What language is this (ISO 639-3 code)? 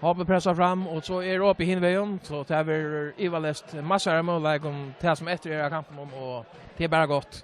fao